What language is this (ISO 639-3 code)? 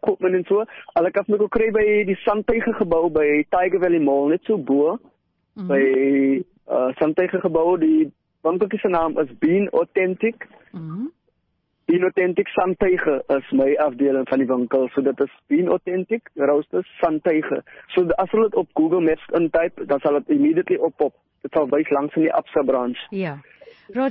afr